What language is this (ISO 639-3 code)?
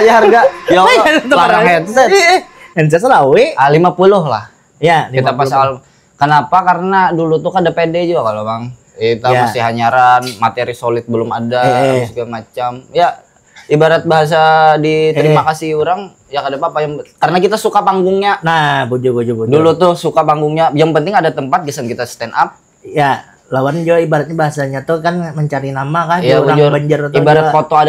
bjn